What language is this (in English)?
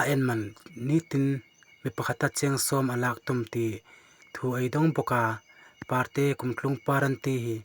Hmar